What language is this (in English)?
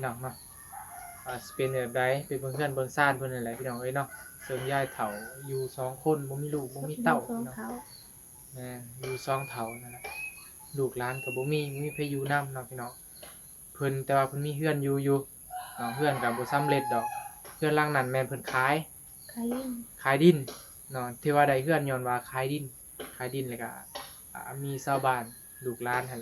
Northeastern Thai